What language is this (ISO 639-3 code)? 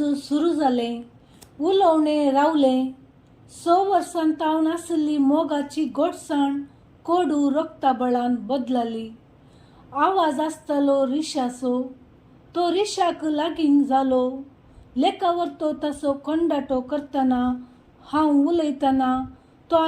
kok